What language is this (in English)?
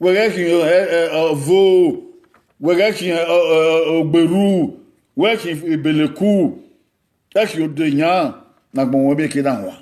Bini